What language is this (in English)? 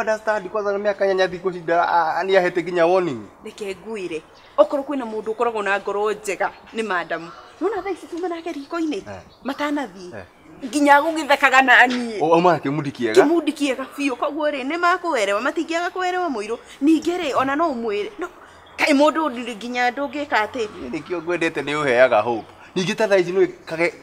Kikuyu